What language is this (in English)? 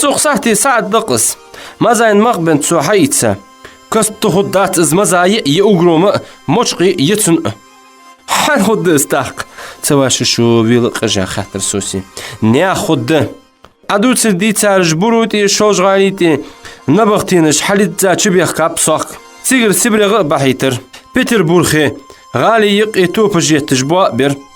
Ingush